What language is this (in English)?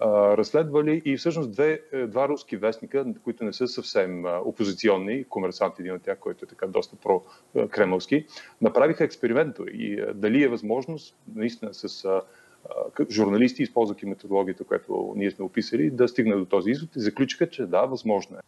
Bulgarian